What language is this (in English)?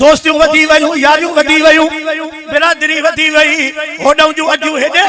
Sindhi